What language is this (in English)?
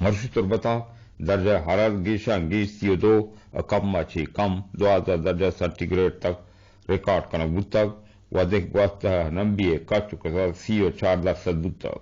Eastern Balochi